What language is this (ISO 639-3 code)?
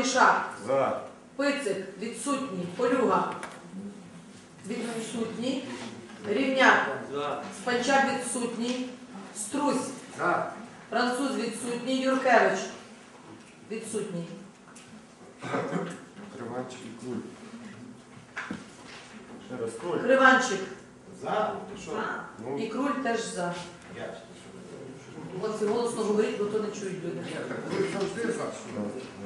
ukr